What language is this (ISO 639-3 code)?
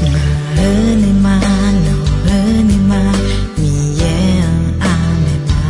ahk